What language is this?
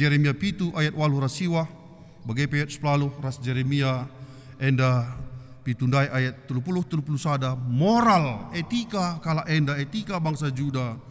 Batak Karo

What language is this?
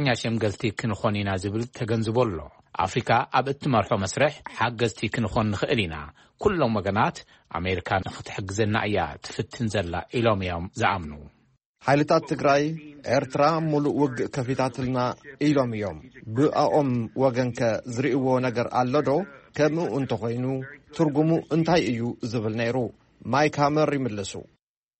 Tigrinya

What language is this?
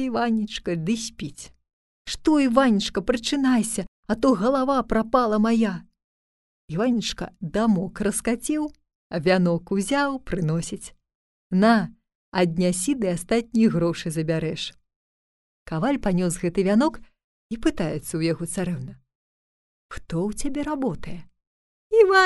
Belarusian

